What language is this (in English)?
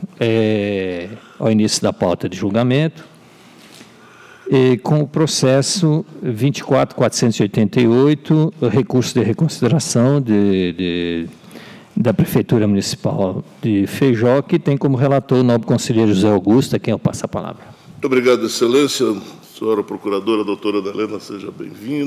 Portuguese